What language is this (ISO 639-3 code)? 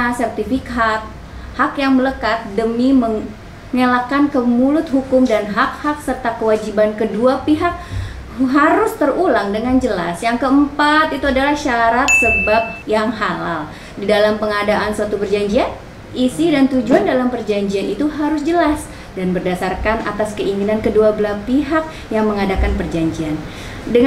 ind